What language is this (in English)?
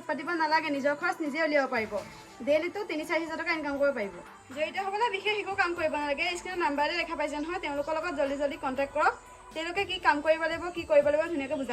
Assamese